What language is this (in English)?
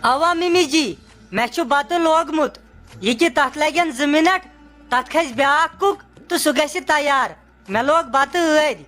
Kashmiri